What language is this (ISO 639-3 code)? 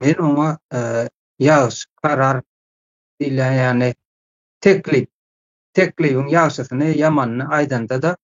tuk